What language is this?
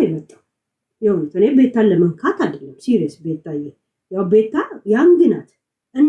Amharic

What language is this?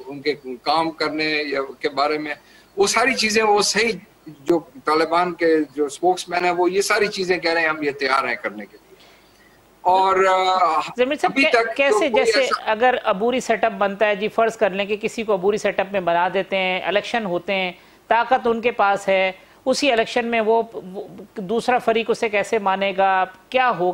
Urdu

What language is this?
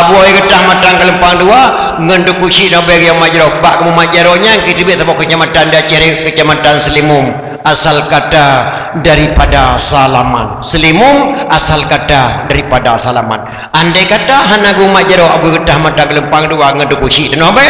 Achinese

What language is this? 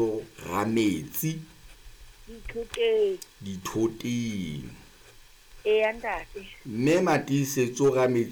Southern Sotho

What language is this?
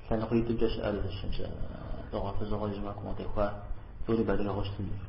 Kabardian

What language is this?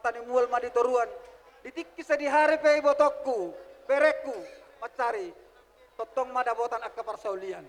Batak Toba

